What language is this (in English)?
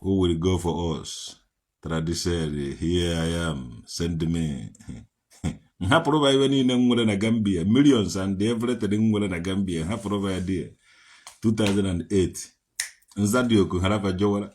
Igbo